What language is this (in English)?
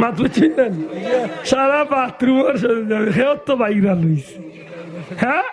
Sylheti